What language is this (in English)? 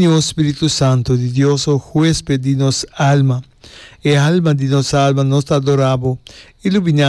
Papiamento